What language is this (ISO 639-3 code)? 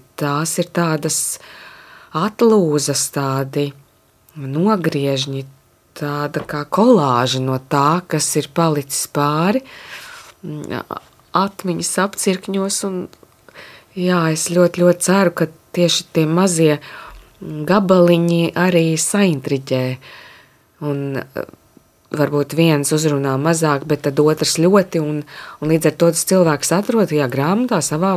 lav